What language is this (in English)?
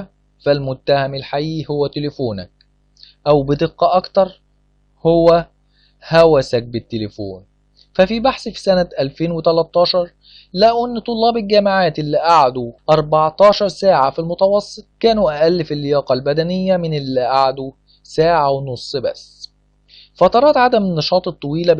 Egyptian Arabic